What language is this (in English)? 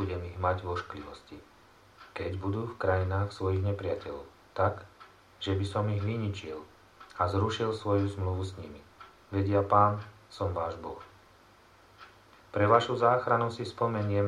Slovak